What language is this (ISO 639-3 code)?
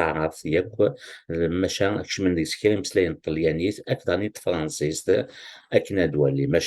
kab